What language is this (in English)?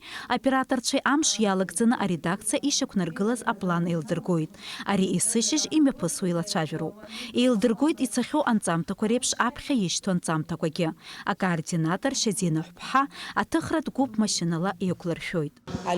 Abkhazian